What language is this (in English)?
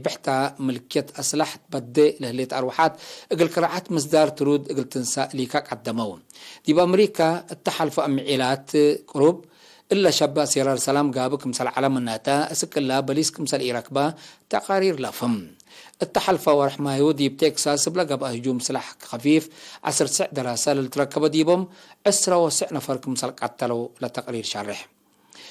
Tigre